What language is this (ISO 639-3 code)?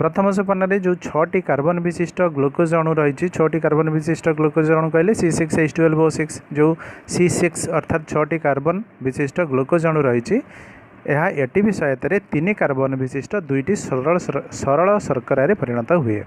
ori